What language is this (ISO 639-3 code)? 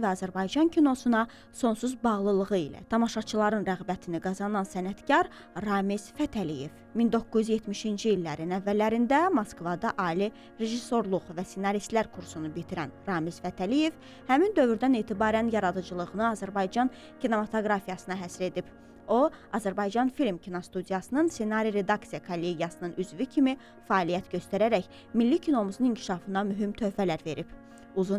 aze